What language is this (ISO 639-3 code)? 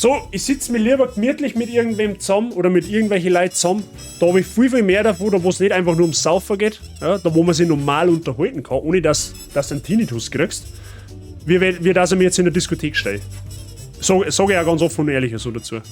bar